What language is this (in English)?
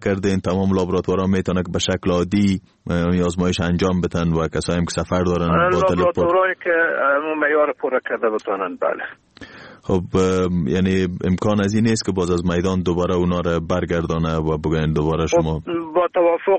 Persian